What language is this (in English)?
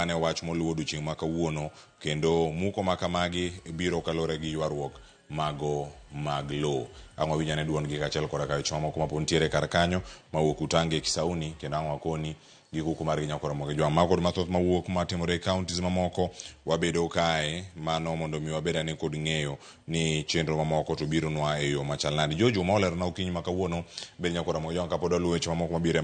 Luo (Kenya and Tanzania)